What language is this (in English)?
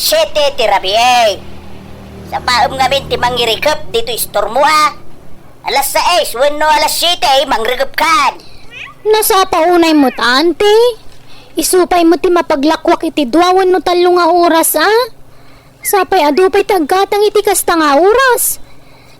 Iloko